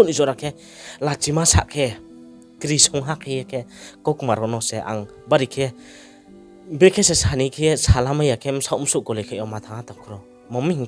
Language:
Riang (India)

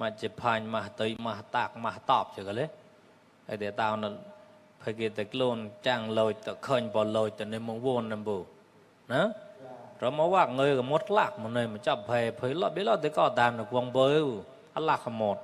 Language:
Mon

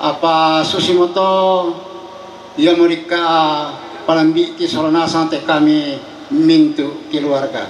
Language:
Toraja-Sa'dan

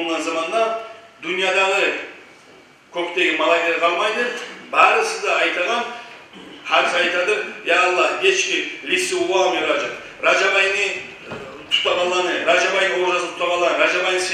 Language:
Kumyk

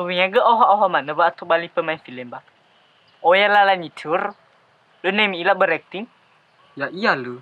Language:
Nias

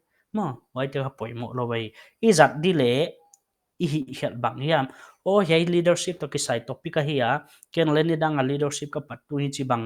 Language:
Paite Chin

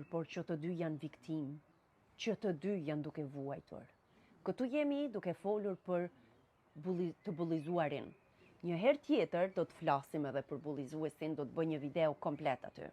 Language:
Albanian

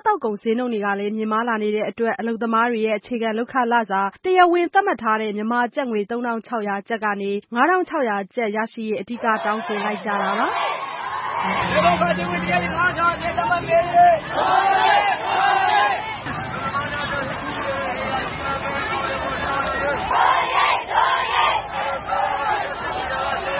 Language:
Burmese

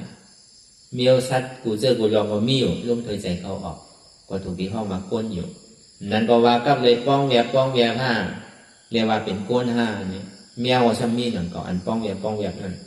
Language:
Shan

